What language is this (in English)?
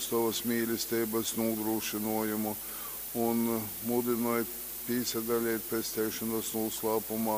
Latgalian